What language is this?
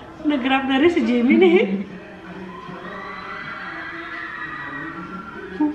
Filipino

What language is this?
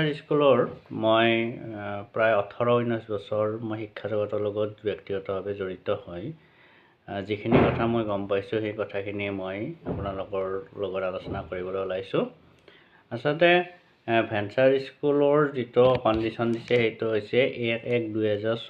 Assamese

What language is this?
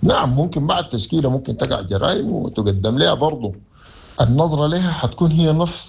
Sudanese Arabic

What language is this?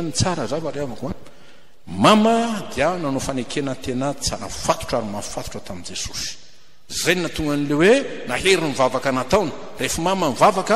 Malagasy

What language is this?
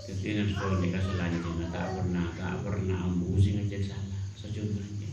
Madurese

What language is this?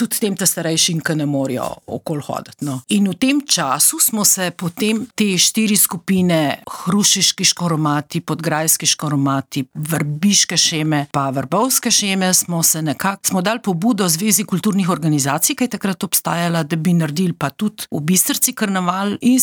Slovenian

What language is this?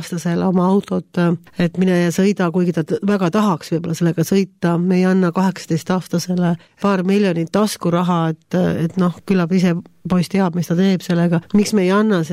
Estonian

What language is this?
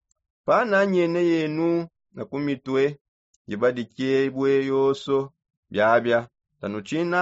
Songe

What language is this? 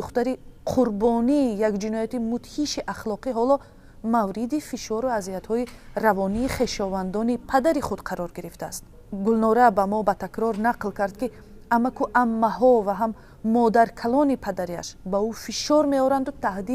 Tajik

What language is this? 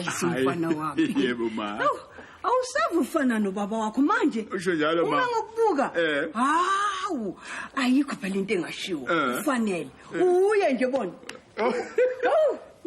Zulu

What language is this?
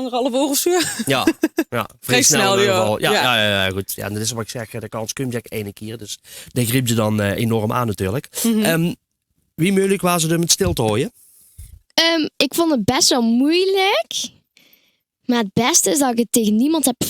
Limburgish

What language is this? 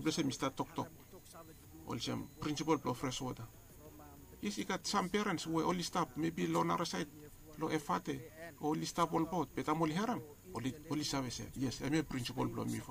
Bislama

